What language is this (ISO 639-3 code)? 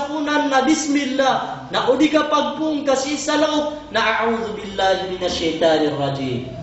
mrw